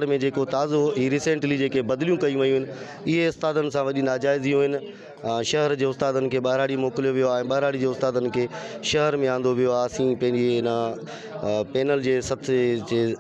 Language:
Sindhi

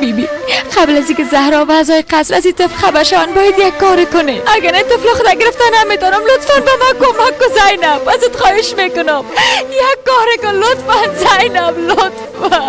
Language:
Persian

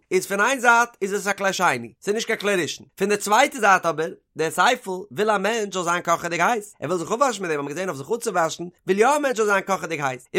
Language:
Yiddish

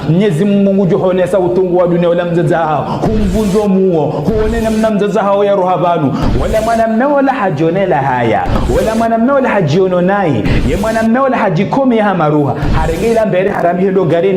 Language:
Ngazidja Comorian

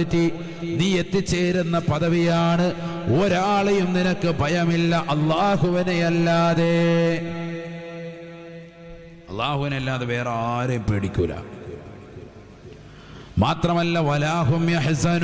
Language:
Malayalam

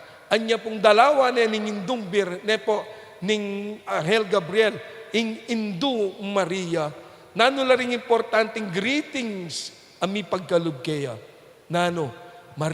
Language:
Pampanga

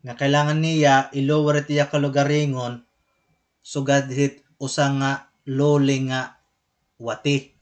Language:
Waray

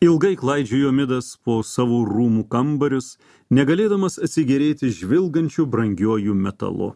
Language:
Lithuanian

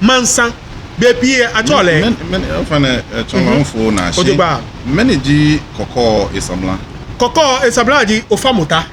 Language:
Ga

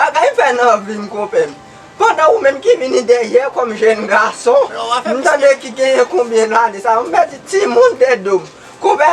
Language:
Haitian Creole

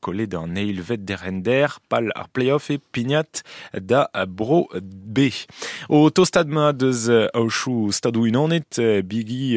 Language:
Breton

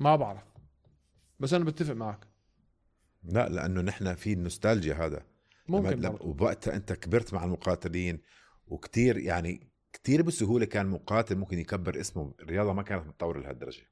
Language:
North Levantine Arabic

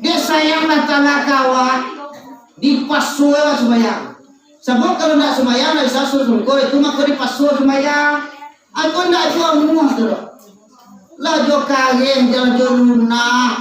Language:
Minangkabau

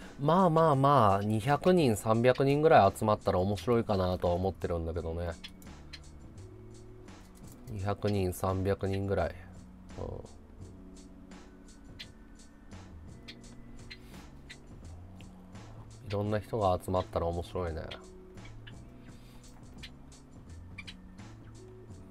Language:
Japanese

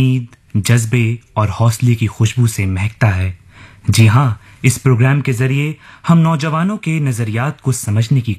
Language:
Urdu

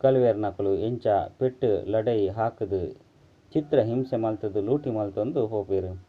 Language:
Tulu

